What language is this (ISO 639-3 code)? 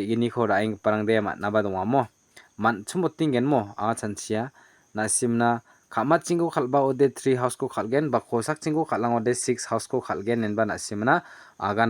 grt